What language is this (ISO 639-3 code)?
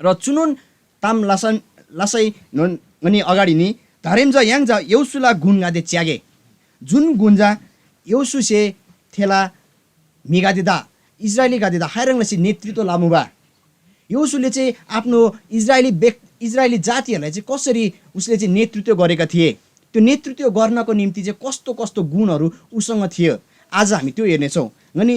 taj